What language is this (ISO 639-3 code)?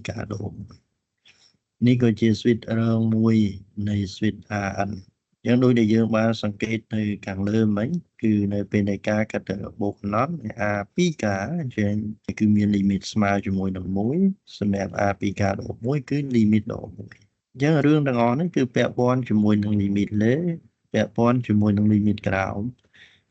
khm